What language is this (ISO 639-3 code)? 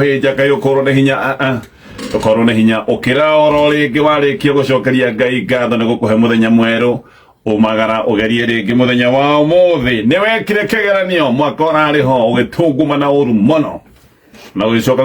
kik